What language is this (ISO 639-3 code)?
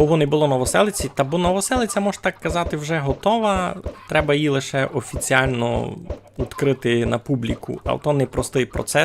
rue